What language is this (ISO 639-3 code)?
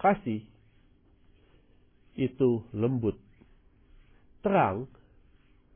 ind